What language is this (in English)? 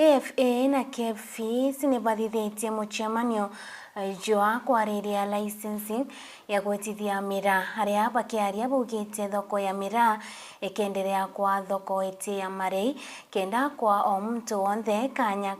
Meru